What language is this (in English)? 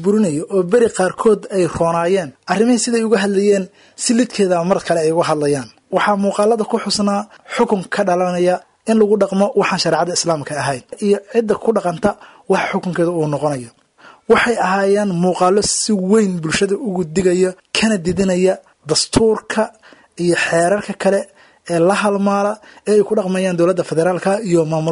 Somali